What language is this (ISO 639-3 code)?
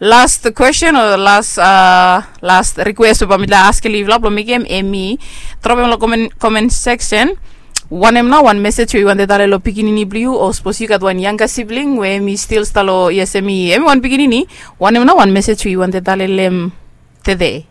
bis